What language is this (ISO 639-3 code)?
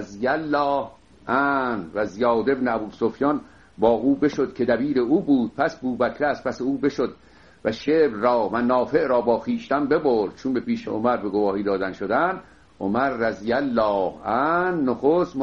fas